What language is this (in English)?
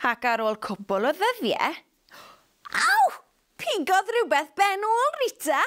Welsh